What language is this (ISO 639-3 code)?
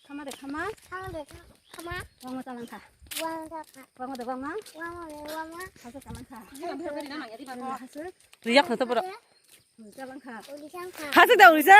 trp